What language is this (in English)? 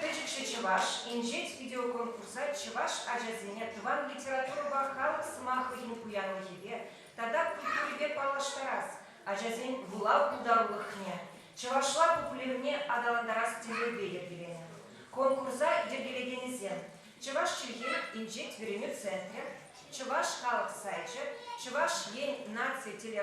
Chuvash